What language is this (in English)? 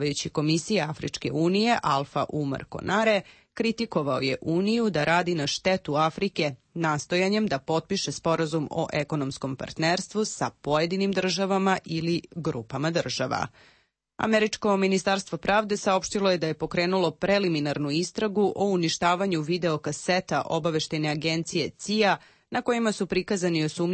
Serbian